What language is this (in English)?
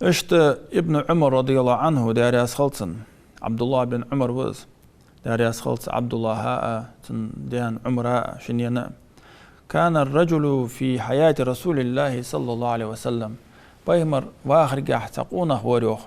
Ingush